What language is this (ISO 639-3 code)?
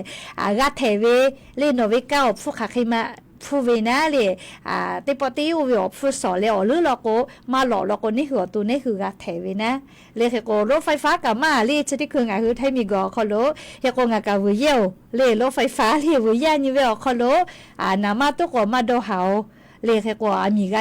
lhu